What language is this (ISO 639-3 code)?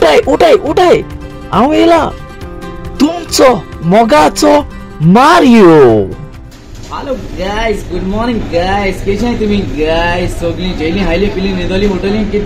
kok